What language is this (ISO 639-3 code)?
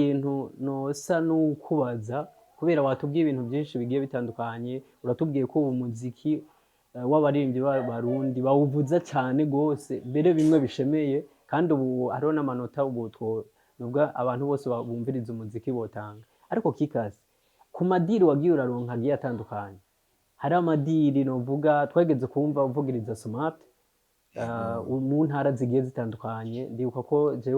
run